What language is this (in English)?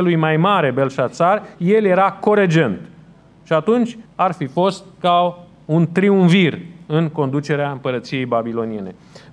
Romanian